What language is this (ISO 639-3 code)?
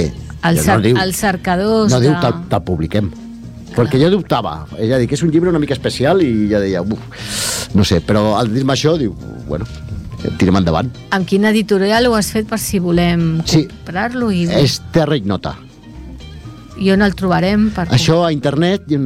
cat